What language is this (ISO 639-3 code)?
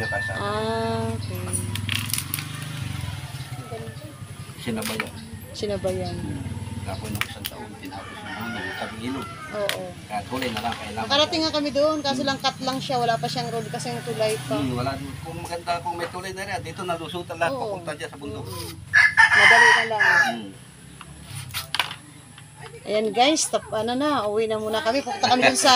fil